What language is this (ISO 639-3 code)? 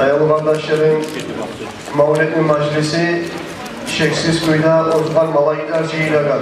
kum